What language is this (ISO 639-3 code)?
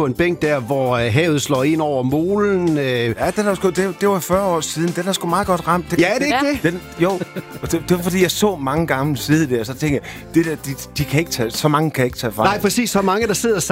dan